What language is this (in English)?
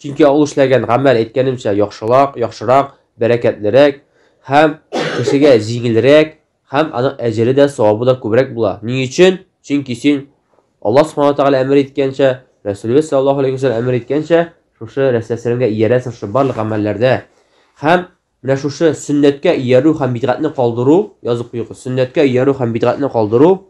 Tatar